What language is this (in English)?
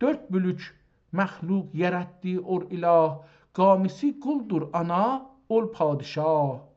South Azerbaijani